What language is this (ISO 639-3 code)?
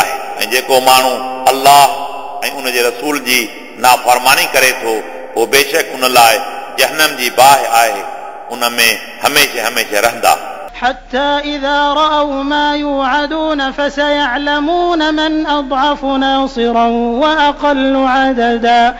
snd